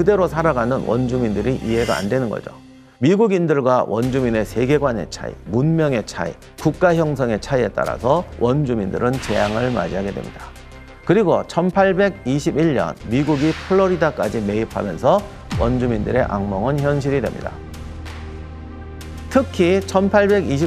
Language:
Korean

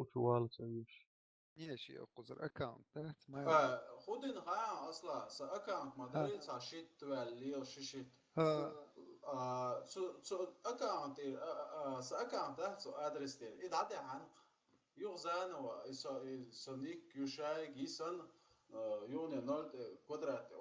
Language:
Chechen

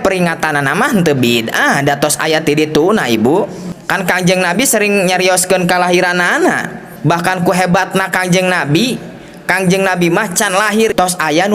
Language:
Sundanese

